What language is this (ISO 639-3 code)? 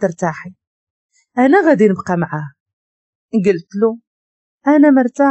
ary